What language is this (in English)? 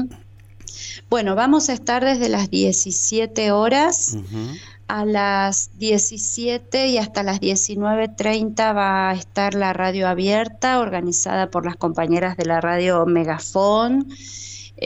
Spanish